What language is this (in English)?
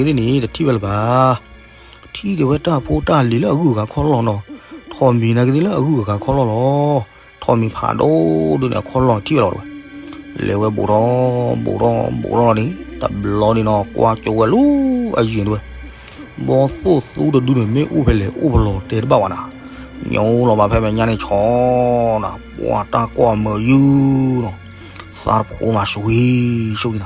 S'gaw Karen